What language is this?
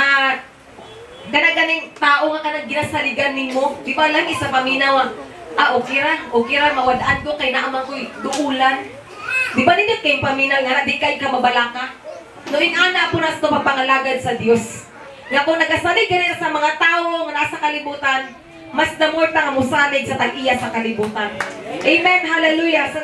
Cebuano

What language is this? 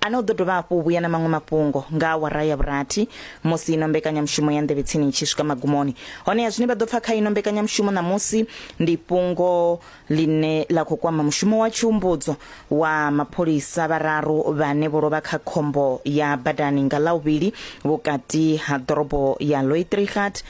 Venda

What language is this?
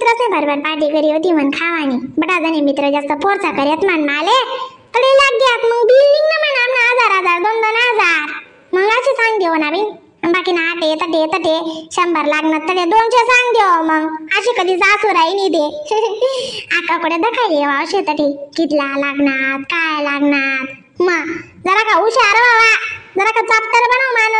Khandesi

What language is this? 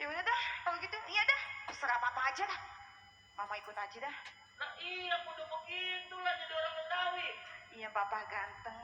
Betawi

